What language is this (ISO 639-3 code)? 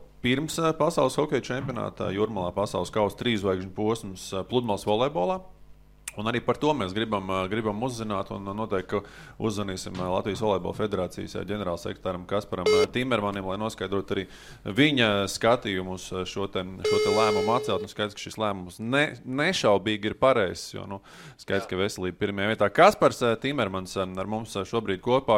lav